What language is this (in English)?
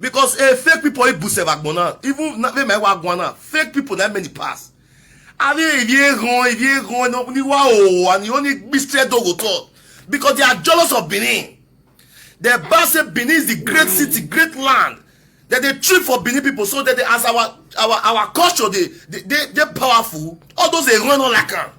Nigerian Pidgin